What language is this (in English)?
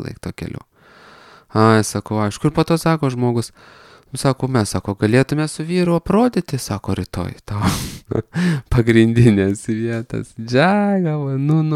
Lithuanian